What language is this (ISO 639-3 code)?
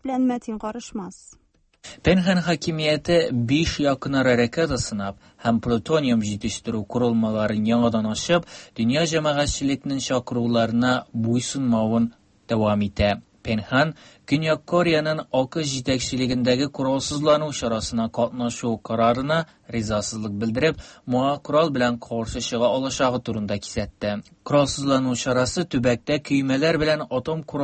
tat